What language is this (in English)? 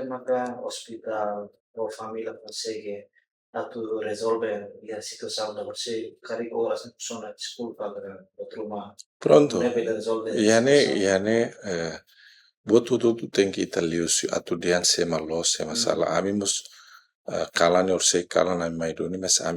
Tetum